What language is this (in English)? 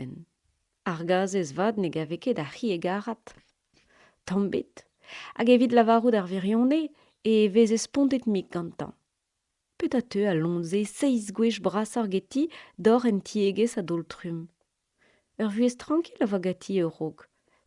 Breton